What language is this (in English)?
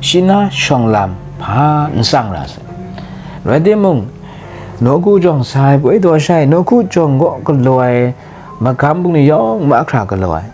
Kachin